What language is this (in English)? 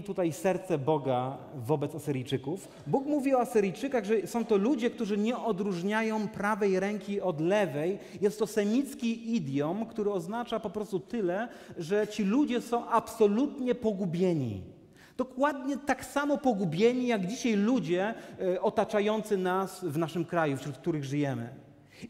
Polish